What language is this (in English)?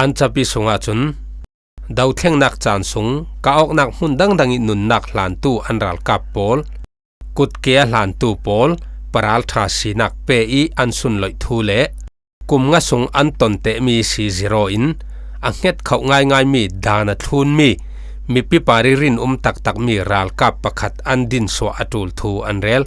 Falam Chin